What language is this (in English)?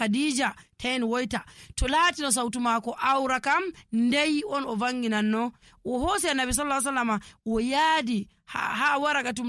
Nigerian Fulfulde